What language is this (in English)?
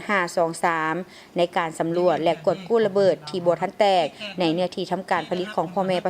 Lao